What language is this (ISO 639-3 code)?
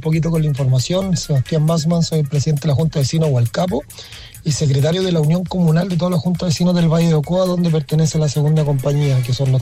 spa